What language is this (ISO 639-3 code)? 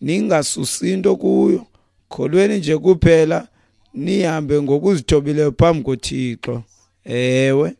xho